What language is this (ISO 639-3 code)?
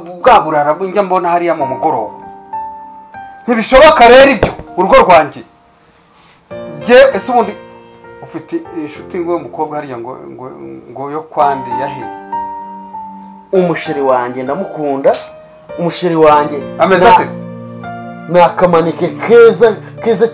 kin